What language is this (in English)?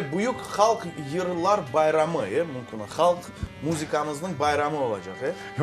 Crimean Tatar